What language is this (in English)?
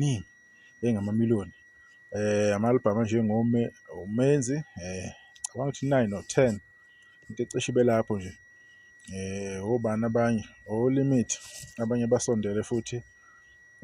Zulu